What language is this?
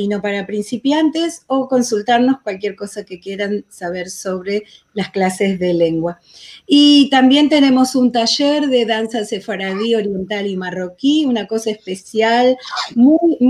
Ladino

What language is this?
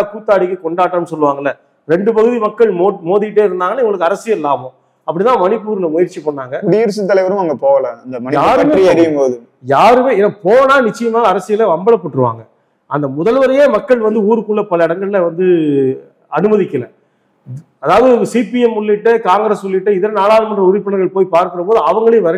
Tamil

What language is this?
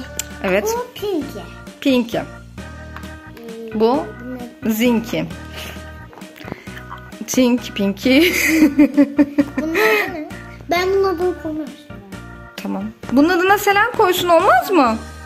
Turkish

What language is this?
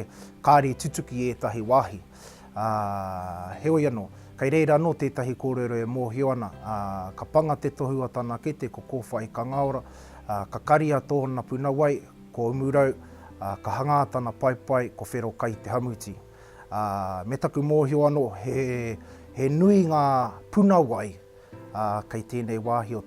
Māori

